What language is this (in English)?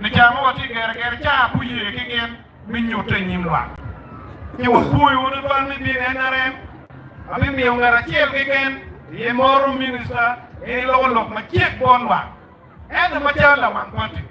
Acoli